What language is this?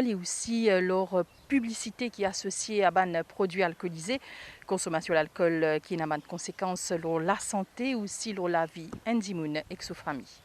Morisyen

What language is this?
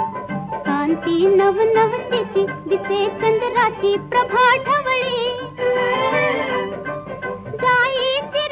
Marathi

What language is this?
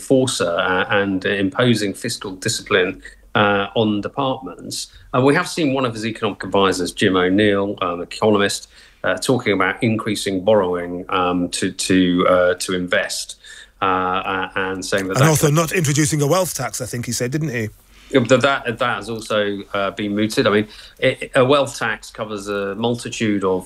English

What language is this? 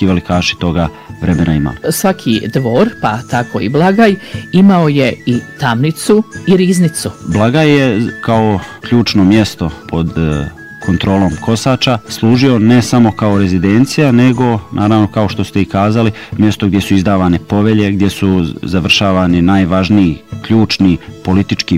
Bosnian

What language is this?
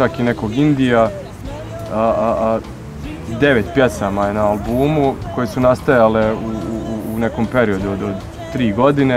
Bosnian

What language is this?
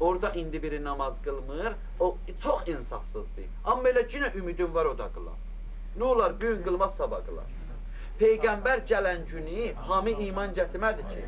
Azerbaijani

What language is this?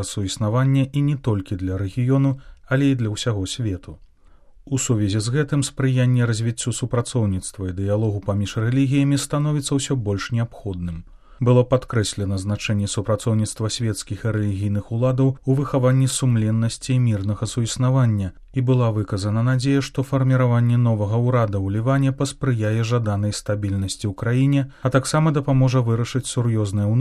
Belarusian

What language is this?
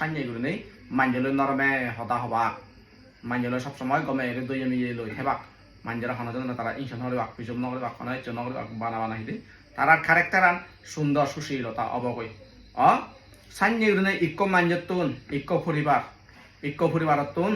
Chakma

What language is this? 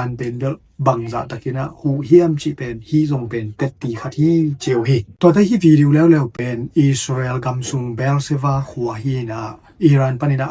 Tedim Chin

